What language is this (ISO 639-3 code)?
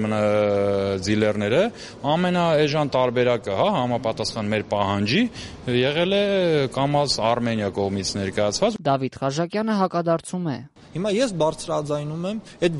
hye